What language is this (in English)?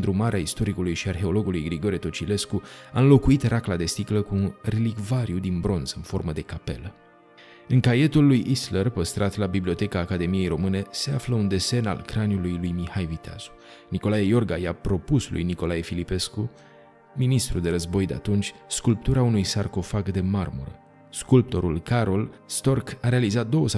Romanian